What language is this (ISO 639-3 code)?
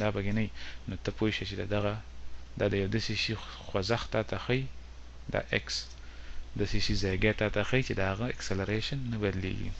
pus